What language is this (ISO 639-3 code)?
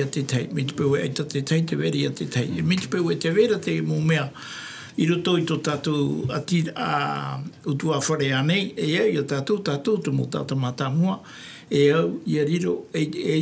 tah